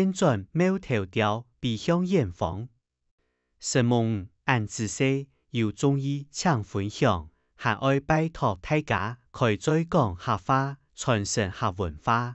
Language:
Hakka Chinese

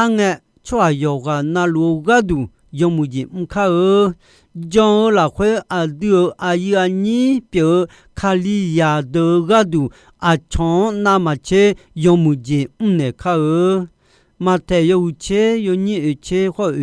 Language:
Akha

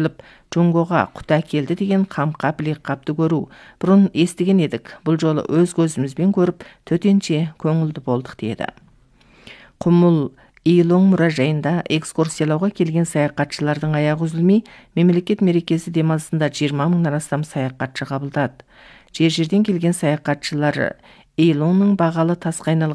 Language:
Kazakh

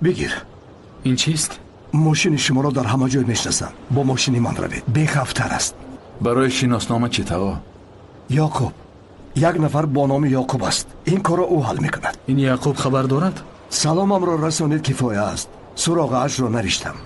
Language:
Tajik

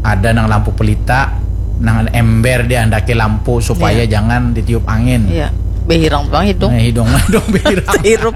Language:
Banjar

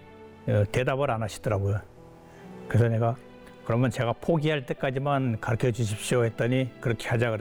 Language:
Korean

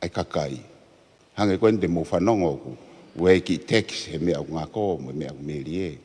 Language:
Tongan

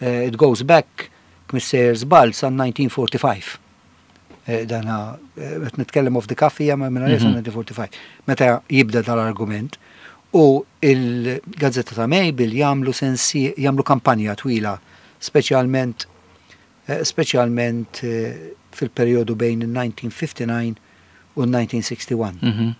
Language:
Maltese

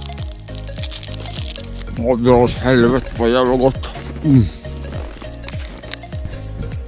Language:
Swedish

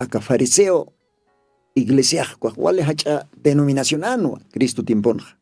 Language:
Aymara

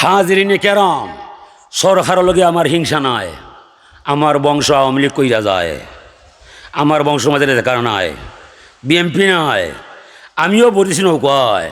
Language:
Sylheti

